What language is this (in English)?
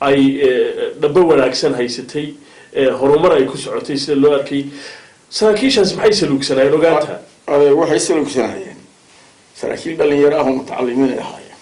Somali